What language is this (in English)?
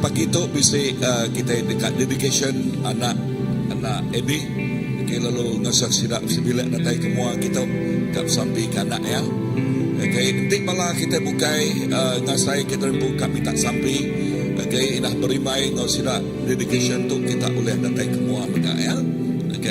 Iban